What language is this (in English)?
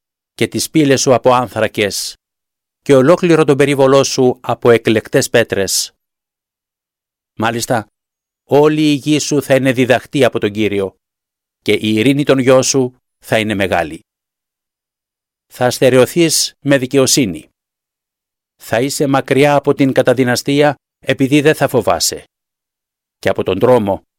Greek